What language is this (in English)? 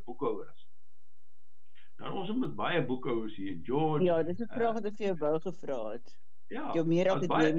Afrikaans